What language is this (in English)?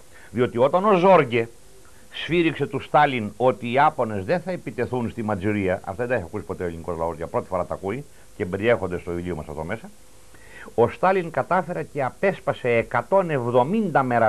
Greek